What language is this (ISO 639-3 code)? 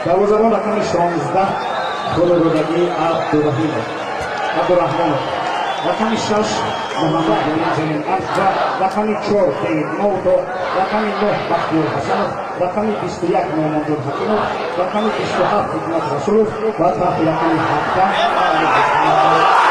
tgk